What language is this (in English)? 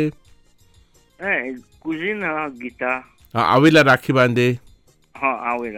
Bhojpuri